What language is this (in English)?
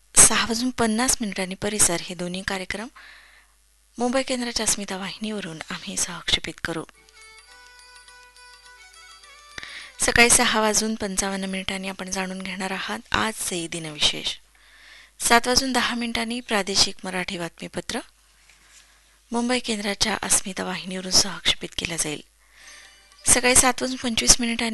Marathi